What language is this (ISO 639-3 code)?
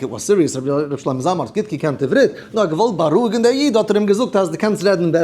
yid